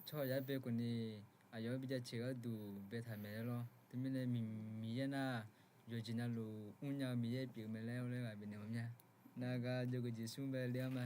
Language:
Akha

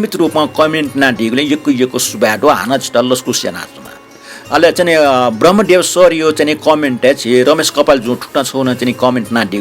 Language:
Newari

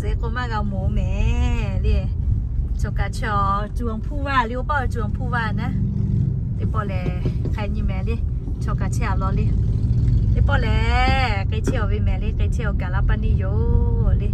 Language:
Lahu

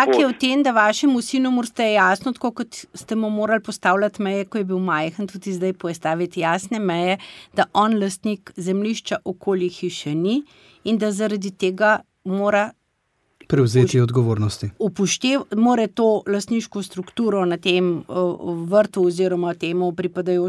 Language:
Slovenian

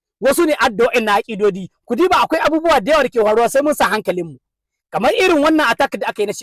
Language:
Hausa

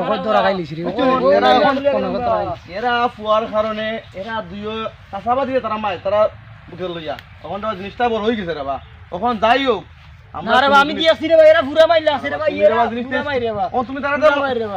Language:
Sylheti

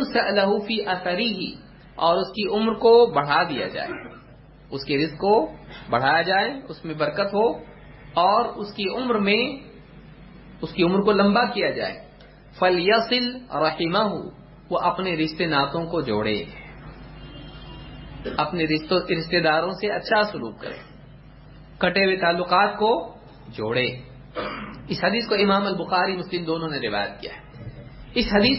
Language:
Urdu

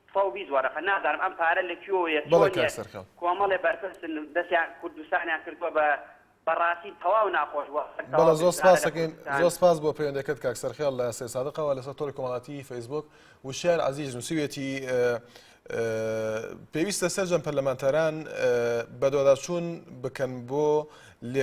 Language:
Central Kurdish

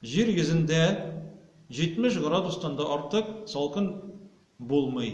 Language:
Tatar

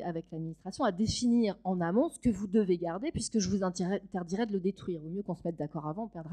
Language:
French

